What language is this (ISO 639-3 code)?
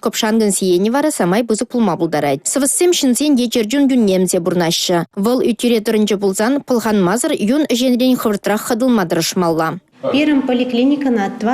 chv